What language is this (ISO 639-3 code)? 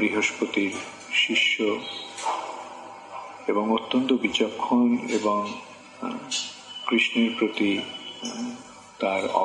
ben